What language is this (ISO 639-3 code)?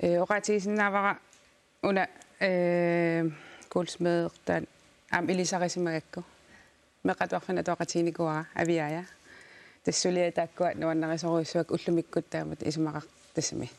kal